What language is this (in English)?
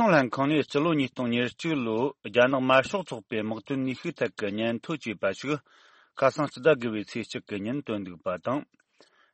Tibetan